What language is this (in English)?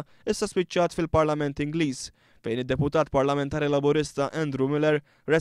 Maltese